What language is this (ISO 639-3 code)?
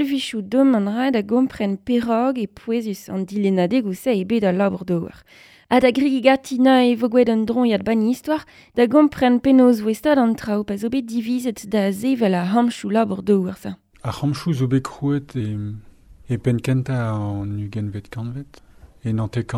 bre